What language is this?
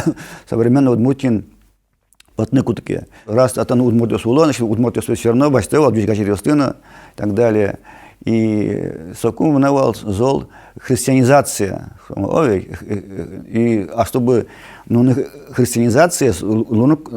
Udmurt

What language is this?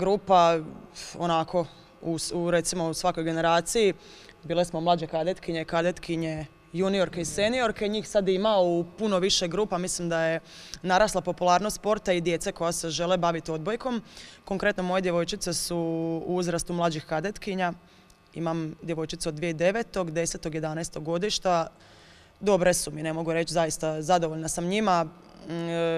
Croatian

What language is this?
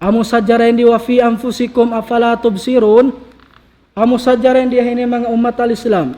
Tausug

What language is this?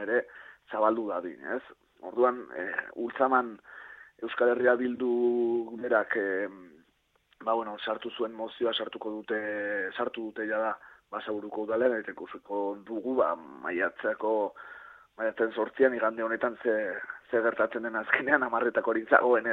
Basque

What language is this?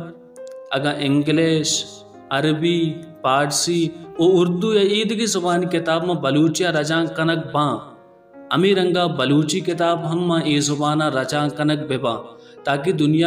Baluchi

